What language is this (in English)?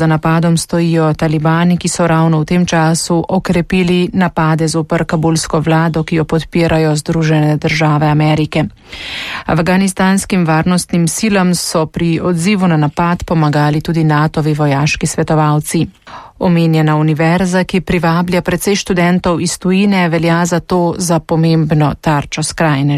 Slovenian